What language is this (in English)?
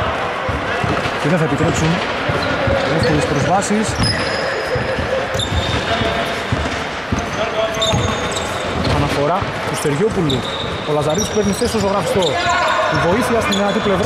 Greek